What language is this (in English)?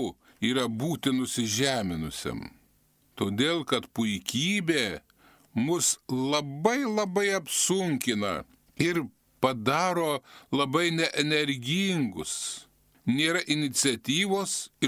Lithuanian